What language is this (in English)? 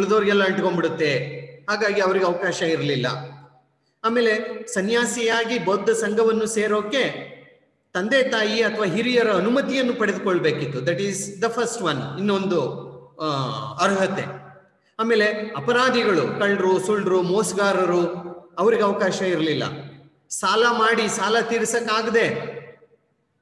Kannada